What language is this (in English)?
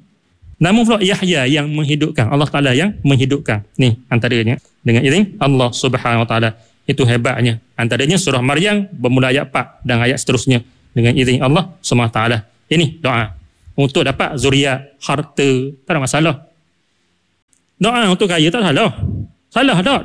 Malay